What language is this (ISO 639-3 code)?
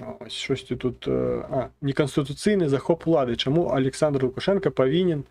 bel